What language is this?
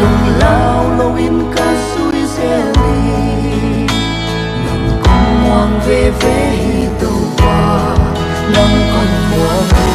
Paite Chin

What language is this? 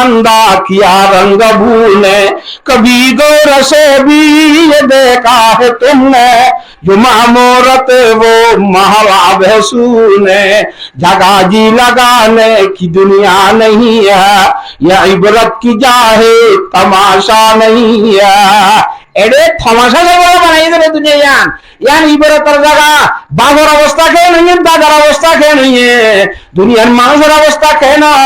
Rohingya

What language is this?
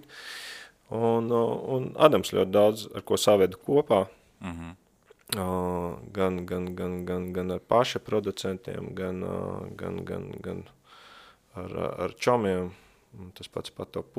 Latvian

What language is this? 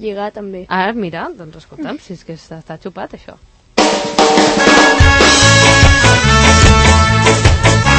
Catalan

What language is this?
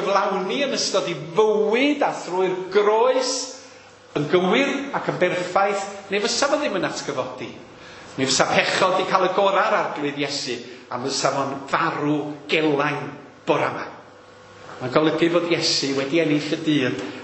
Welsh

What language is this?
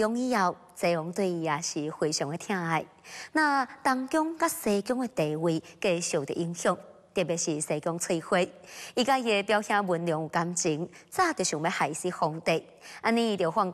Min Nan Chinese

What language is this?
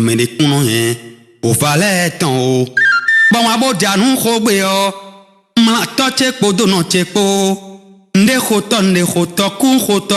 Fon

